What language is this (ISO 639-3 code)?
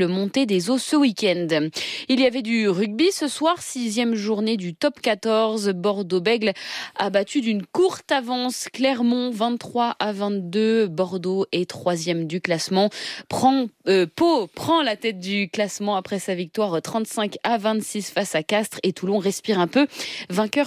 fra